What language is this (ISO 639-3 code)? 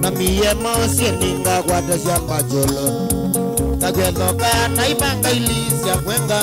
kam